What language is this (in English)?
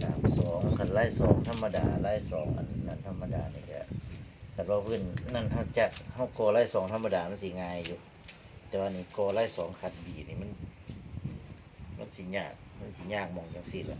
Northeastern Thai